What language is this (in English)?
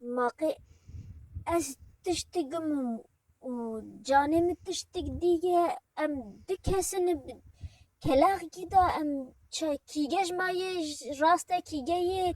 Kurdish